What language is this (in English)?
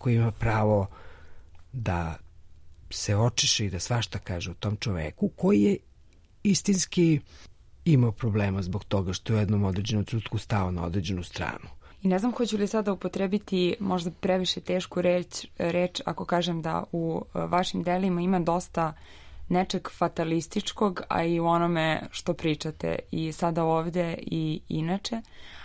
Serbian